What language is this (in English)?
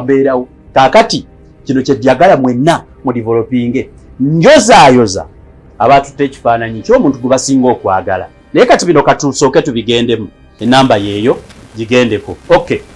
Ganda